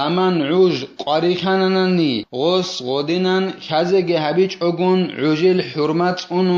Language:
Avaric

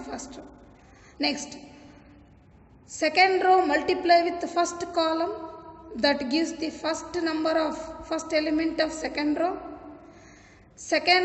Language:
Kannada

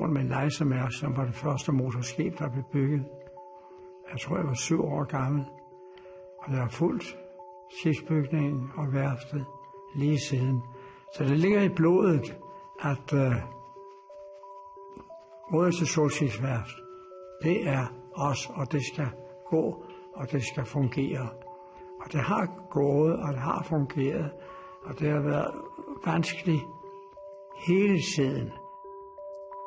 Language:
Danish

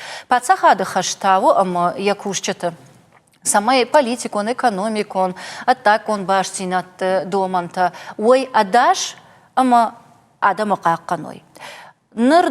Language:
Ossetic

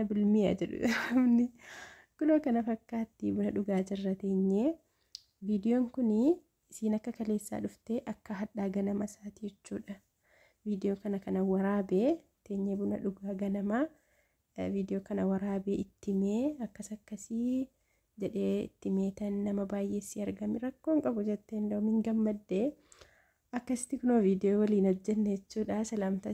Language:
Oromo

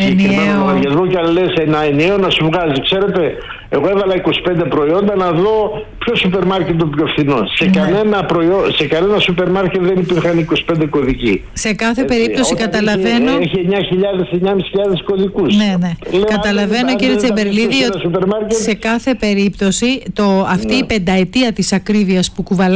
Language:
Greek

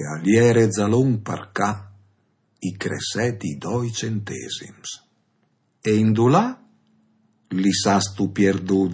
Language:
Friulian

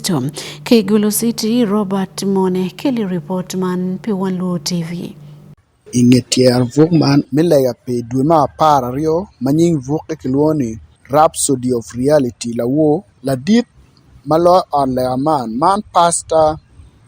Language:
Acoli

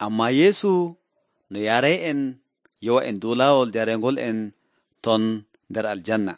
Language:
Nigerian Fulfulde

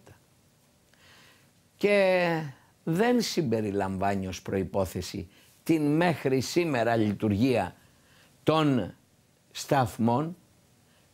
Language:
Greek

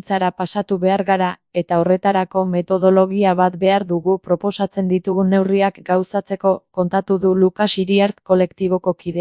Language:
Basque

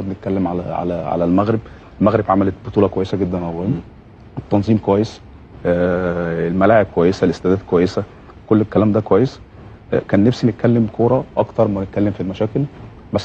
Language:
Egyptian Arabic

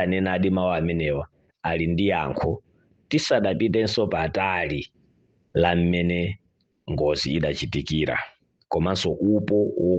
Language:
Nyanja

